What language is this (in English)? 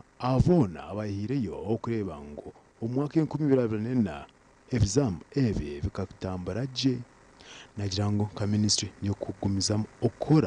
Nyankole